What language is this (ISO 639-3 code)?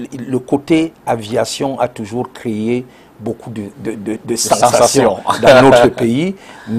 fra